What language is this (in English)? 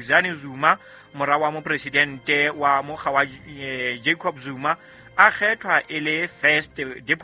Southern Sotho